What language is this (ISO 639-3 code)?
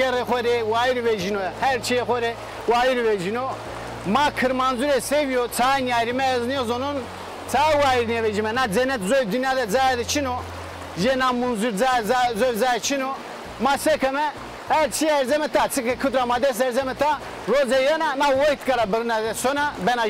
zza